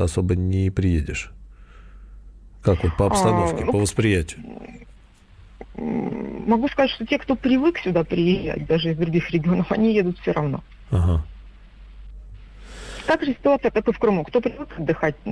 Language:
Russian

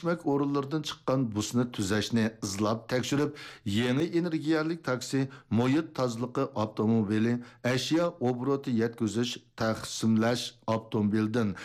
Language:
Uyghur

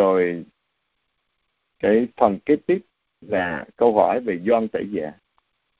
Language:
Vietnamese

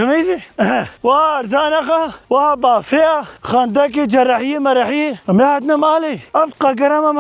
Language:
Kurdish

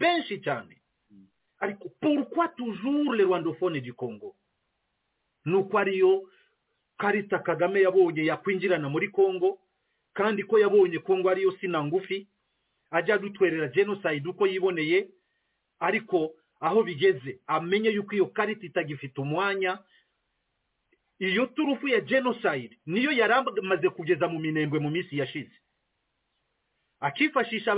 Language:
Kinyarwanda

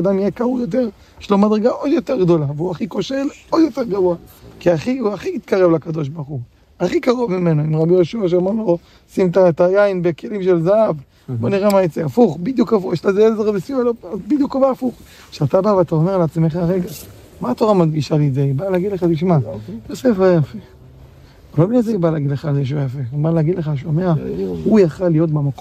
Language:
Hebrew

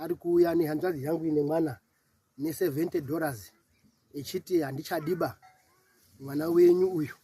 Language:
Shona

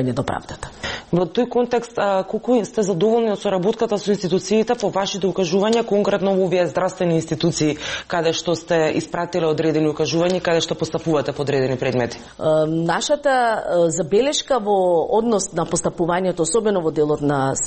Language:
Macedonian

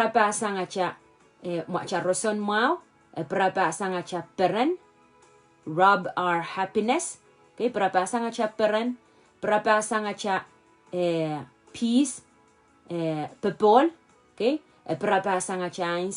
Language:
Pohnpeian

